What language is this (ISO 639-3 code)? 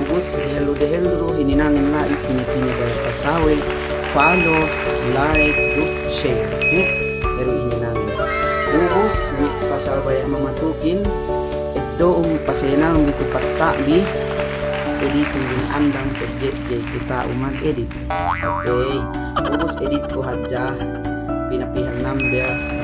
yka